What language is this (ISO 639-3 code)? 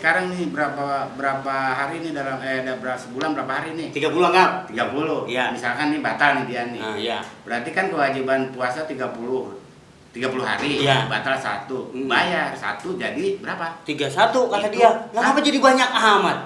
bew